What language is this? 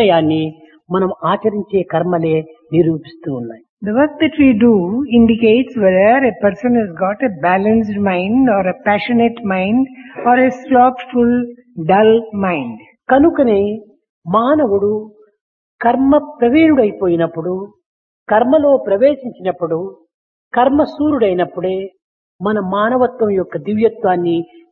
Telugu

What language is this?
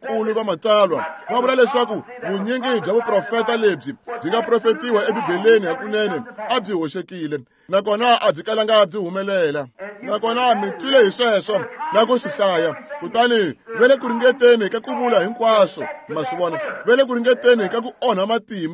Tsonga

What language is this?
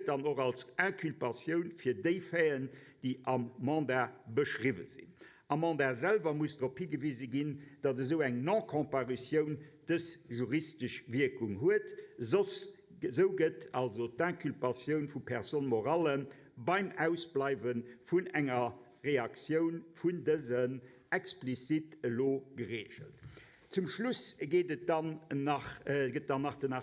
Luxembourgish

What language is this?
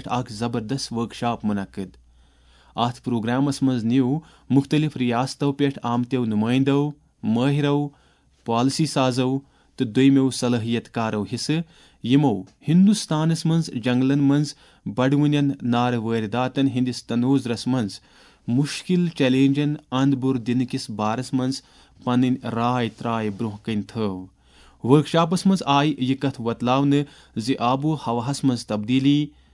Kashmiri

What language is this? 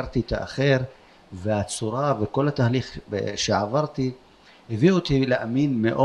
Hebrew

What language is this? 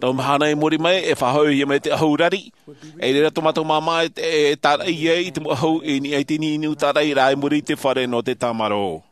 Tahitian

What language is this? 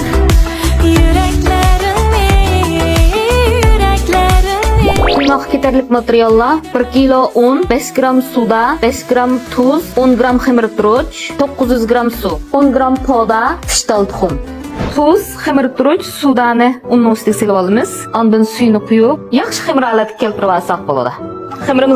Uyghur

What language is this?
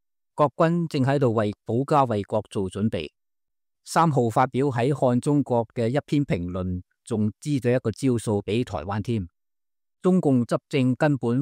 Cantonese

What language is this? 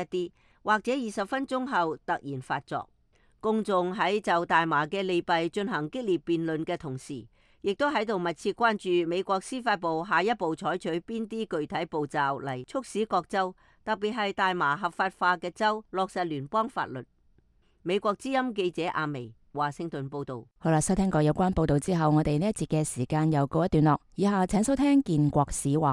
Cantonese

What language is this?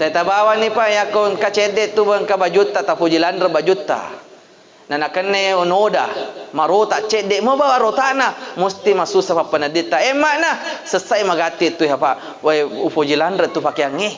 Buginese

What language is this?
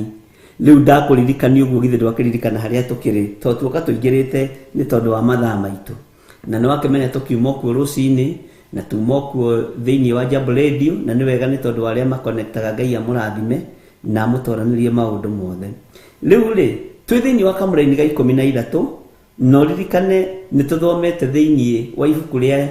Kikuyu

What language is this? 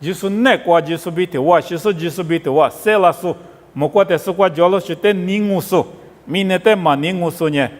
Lisu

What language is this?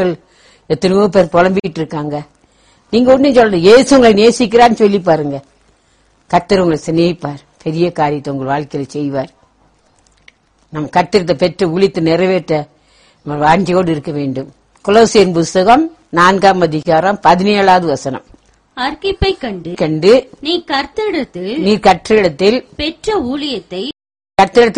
Tamil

